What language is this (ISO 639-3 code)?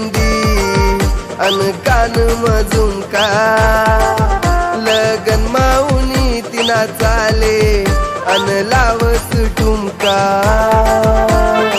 mar